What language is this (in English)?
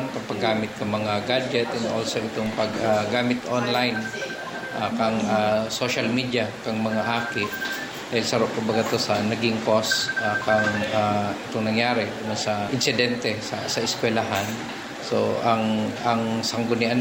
Bikol